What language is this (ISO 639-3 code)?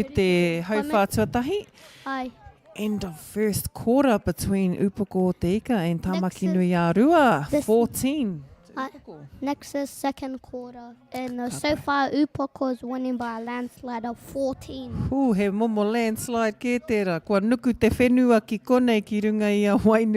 mri